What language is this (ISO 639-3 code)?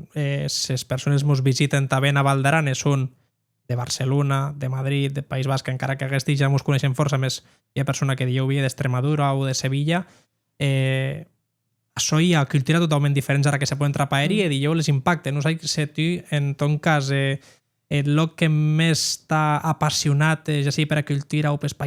oci